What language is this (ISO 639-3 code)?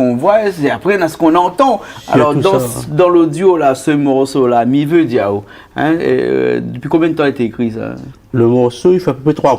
rcf